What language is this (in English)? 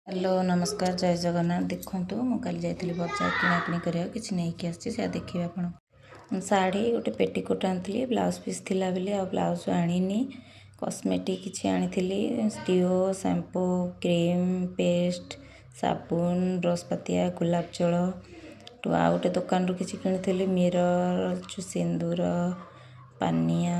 Odia